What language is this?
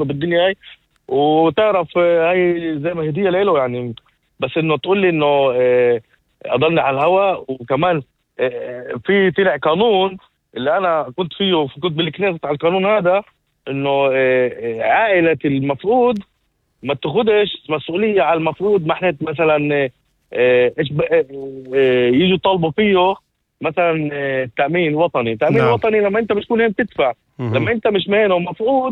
North Levantine Arabic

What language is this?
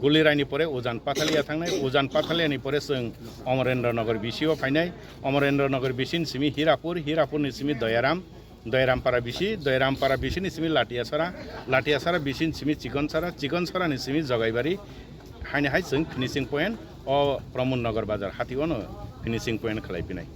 Kok Borok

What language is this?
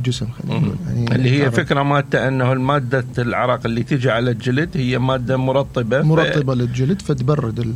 Mesopotamian Arabic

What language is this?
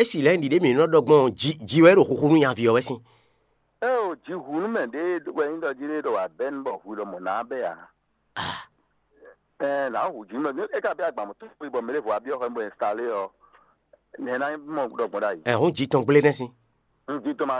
Fon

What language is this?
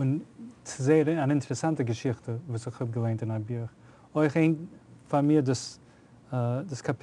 Yiddish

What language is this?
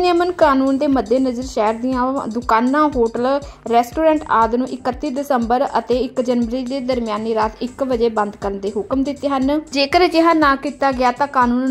Punjabi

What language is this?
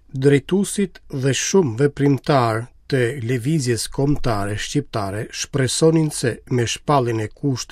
Albanian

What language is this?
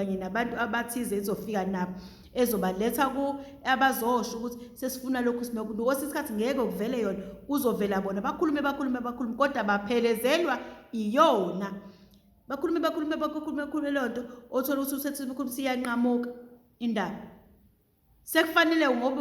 Zulu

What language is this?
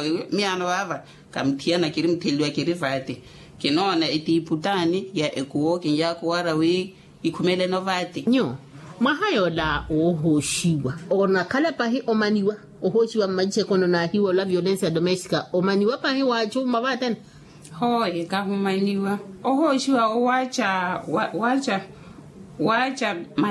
Makhuwa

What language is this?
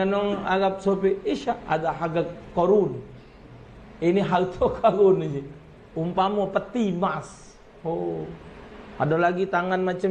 Musi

